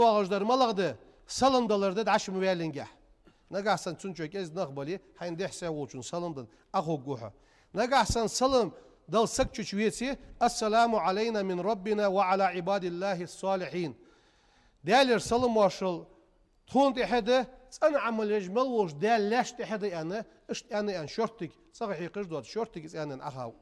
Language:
Ingush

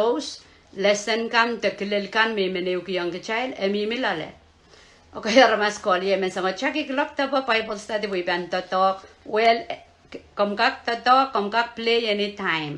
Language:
Pohnpeian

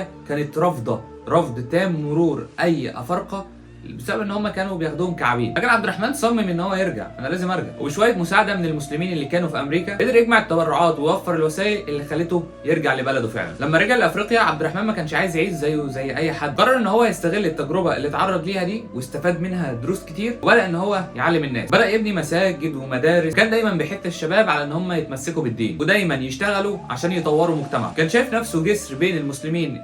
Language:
Egyptian Arabic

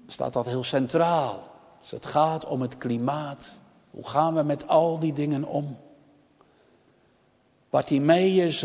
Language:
Dutch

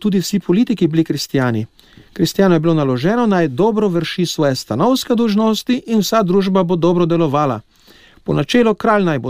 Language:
Slovenian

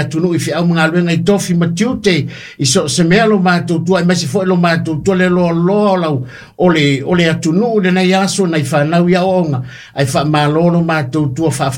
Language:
Samoan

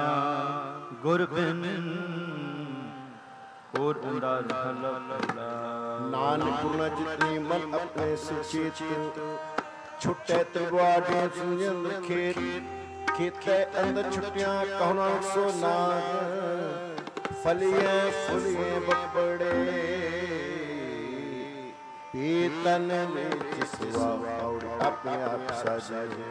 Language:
Punjabi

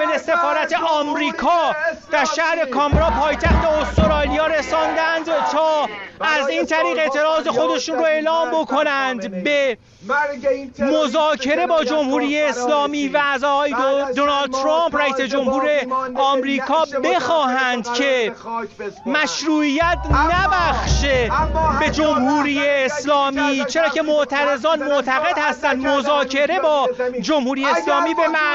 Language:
Persian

